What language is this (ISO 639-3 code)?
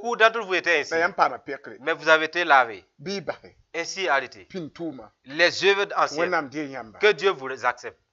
mos